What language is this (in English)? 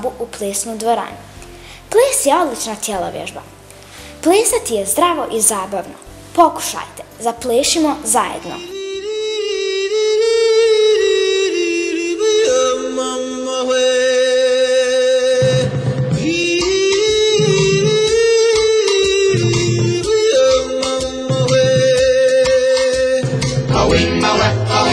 Bosnian